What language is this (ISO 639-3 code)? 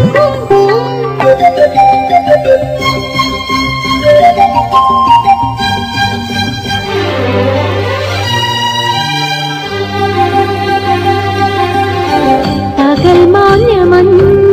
mal